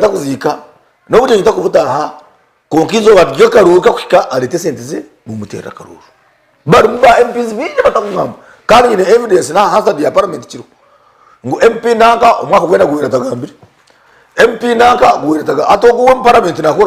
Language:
Nyankole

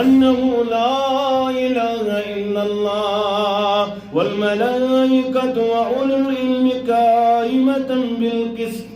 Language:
Kashmiri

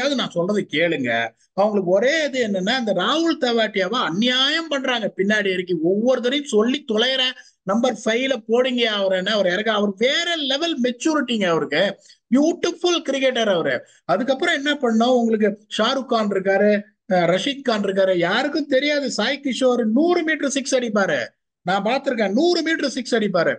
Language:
Tamil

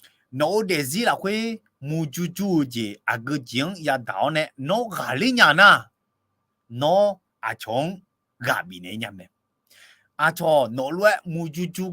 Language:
Akha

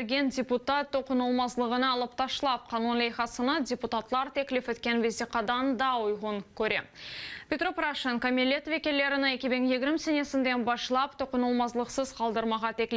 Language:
Crimean Tatar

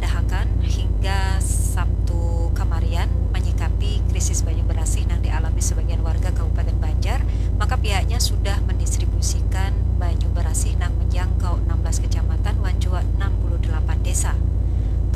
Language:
Banjar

